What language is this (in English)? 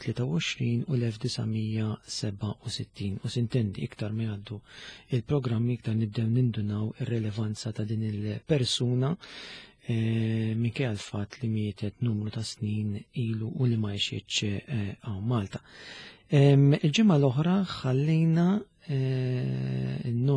Maltese